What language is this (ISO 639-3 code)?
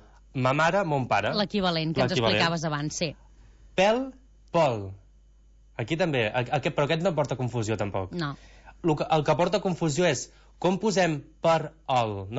cat